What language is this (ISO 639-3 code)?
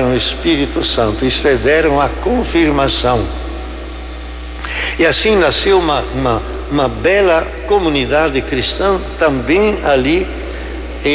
por